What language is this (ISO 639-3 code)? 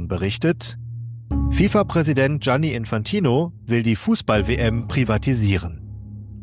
deu